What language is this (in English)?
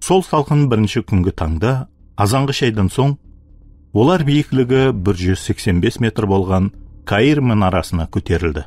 Kara-Kalpak